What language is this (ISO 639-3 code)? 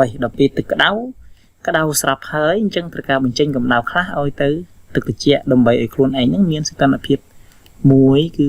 khm